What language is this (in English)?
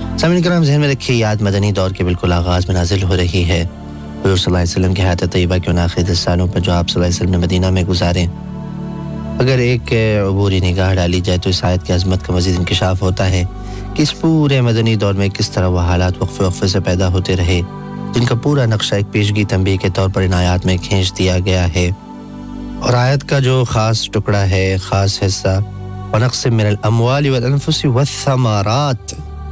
Urdu